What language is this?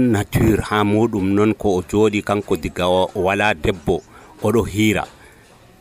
Nigerian Fulfulde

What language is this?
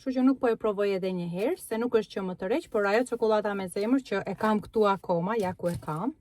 Albanian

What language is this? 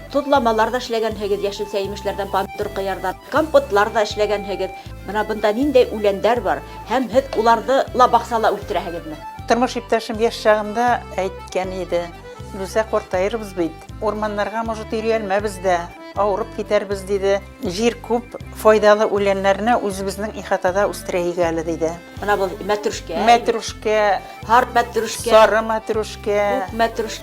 Bashkir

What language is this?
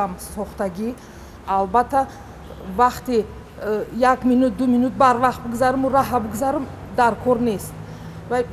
Tajik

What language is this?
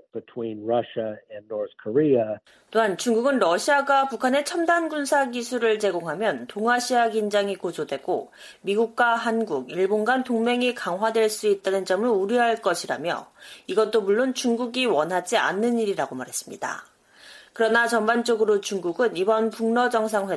Korean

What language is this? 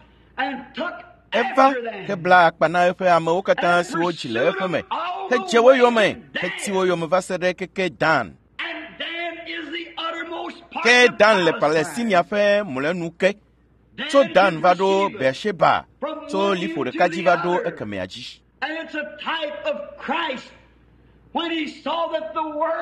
Ewe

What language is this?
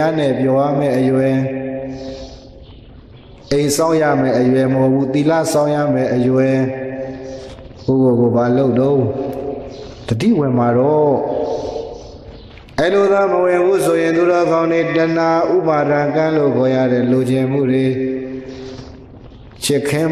Burmese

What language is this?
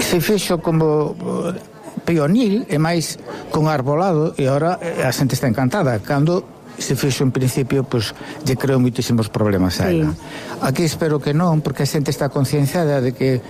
Galician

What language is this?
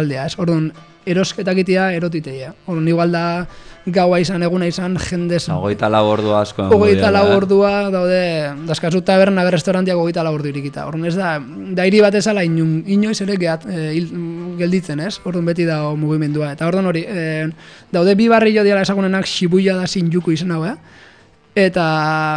Basque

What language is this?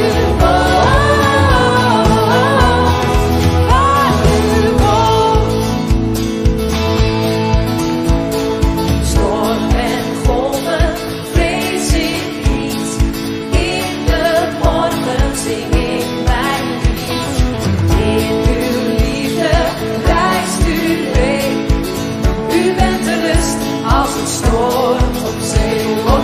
Dutch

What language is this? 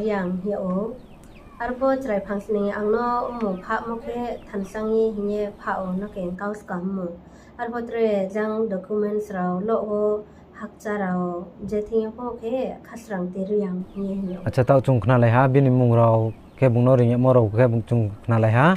Riang (India)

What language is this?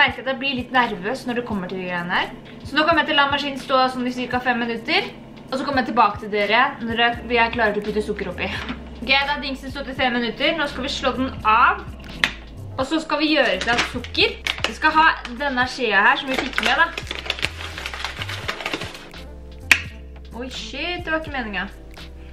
Norwegian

